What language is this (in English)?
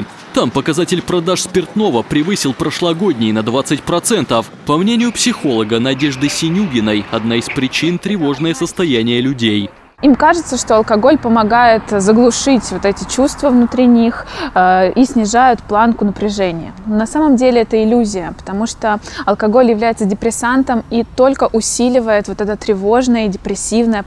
Russian